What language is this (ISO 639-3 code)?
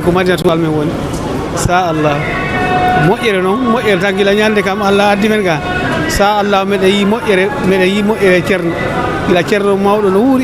ful